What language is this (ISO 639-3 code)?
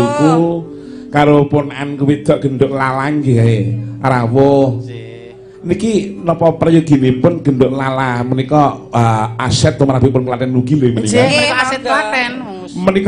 jav